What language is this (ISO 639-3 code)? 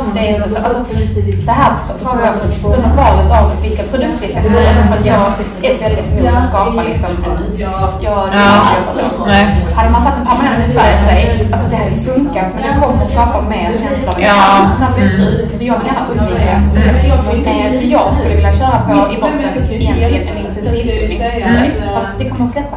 swe